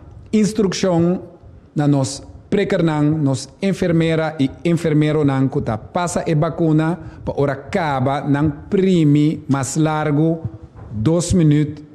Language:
Papiamento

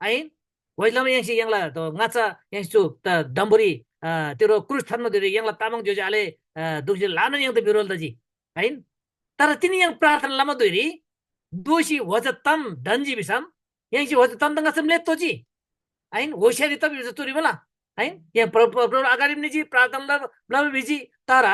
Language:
Eastern Tamang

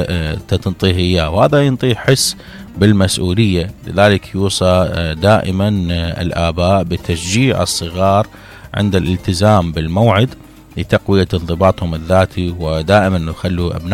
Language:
Mesopotamian Arabic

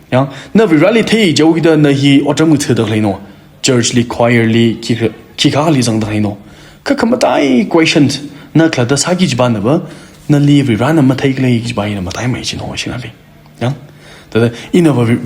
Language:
Tangkhul Naga (India)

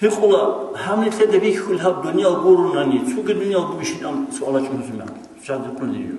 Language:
Avaric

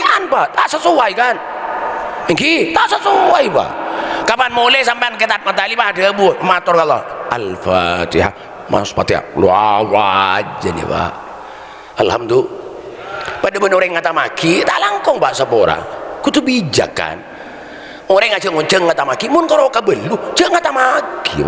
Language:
Madurese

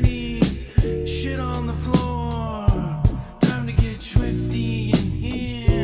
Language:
English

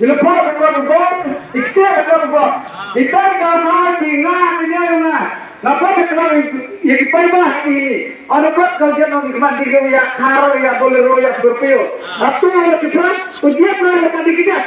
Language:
Khasi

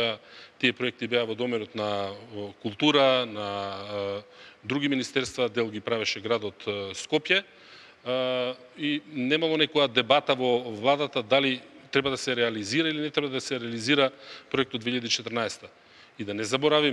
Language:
Macedonian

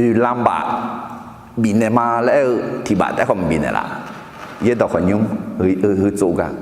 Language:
Akha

